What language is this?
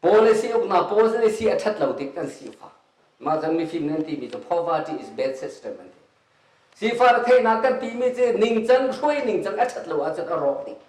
Hakha Chin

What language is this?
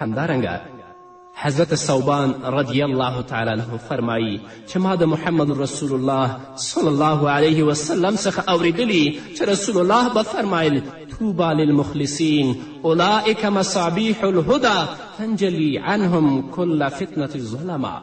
Pashto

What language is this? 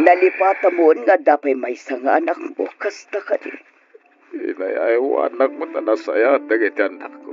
Iloko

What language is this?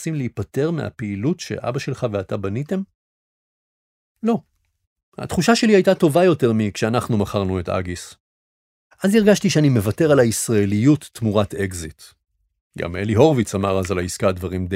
Hebrew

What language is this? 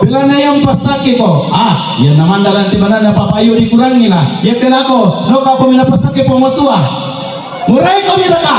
Toraja-Sa'dan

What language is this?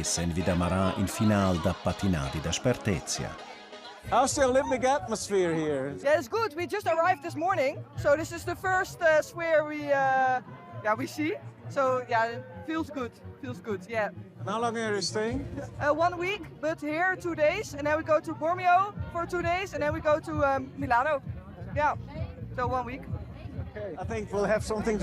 Romansh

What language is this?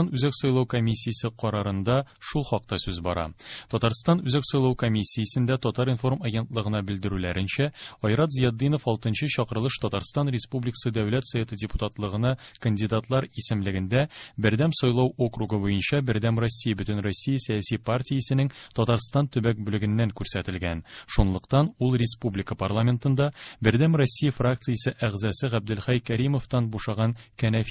Tatar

